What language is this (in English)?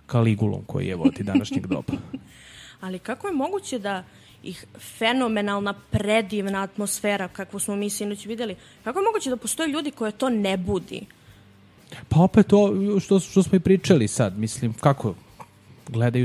Serbian